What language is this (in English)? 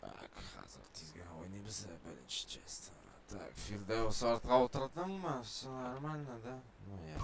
Tatar